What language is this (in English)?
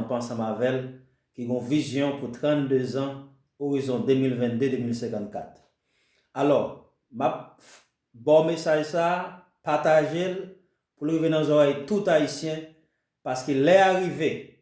Haitian Creole